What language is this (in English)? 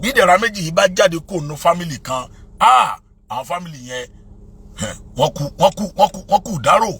Yoruba